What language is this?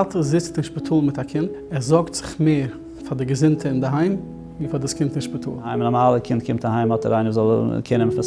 Yiddish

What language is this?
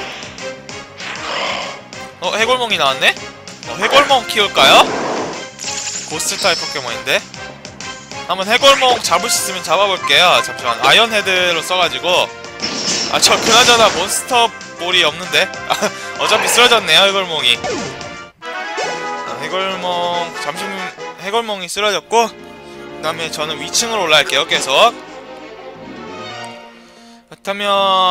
Korean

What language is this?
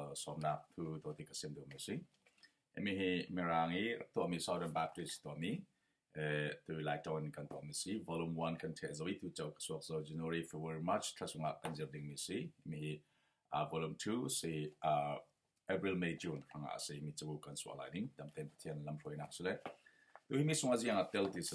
Falam Chin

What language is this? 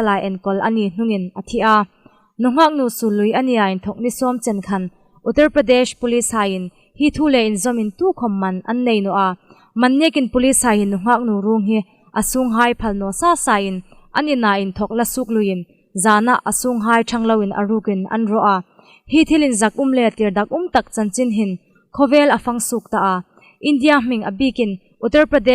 Hmar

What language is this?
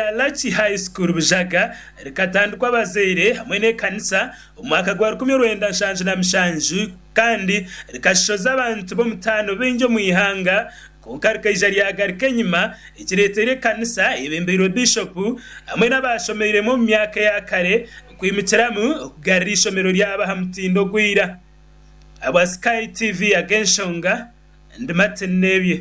Nyankole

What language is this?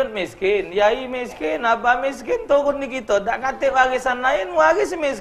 Musi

